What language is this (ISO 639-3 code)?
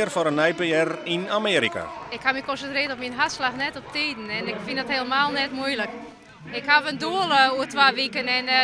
fry